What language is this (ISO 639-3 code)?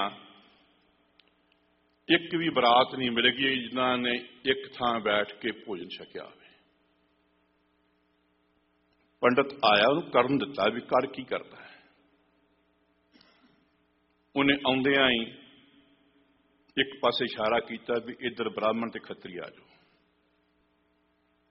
pan